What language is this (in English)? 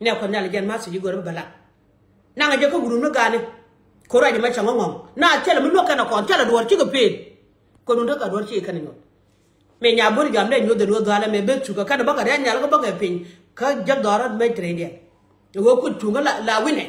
Nuer